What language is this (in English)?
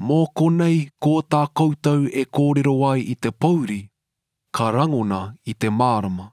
Māori